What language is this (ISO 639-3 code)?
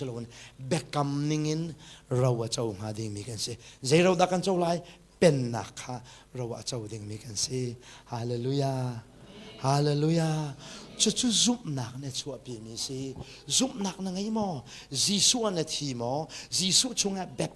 cnh